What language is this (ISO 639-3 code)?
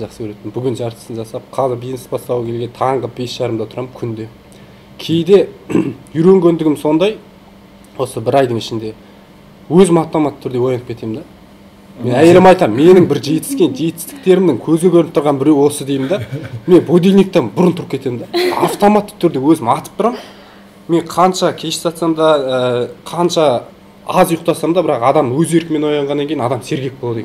kaz